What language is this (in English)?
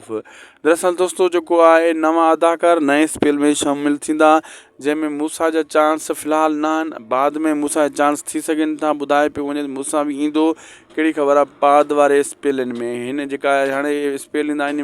Sindhi